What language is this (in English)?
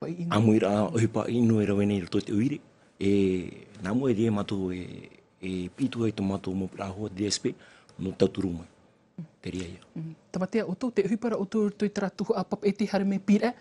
Tahitian